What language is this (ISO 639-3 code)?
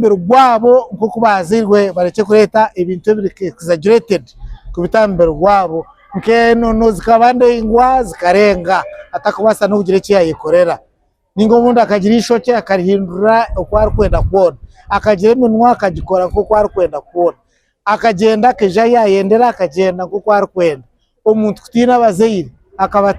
nyn